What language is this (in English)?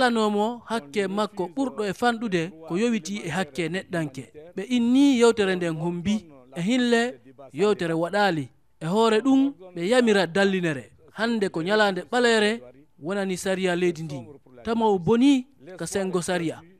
Fula